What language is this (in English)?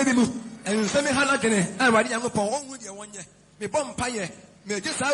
Akan